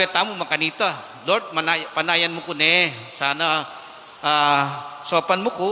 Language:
Pampanga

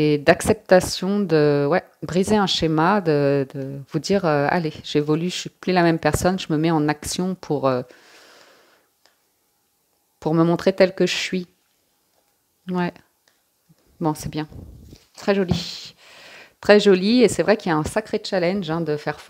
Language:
French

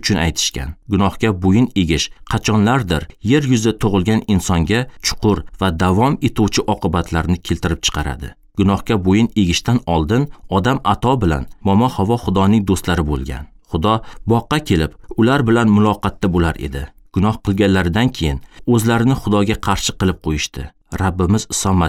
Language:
Uzbek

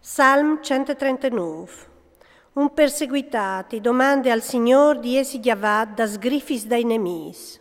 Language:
Friulian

